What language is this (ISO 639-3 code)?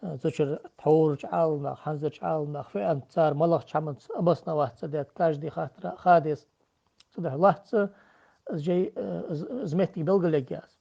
inh